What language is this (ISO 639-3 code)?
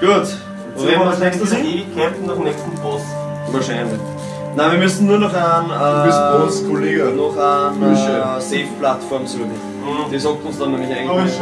bar